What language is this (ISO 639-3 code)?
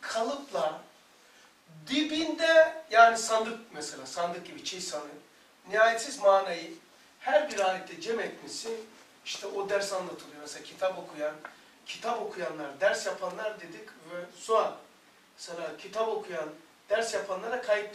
tur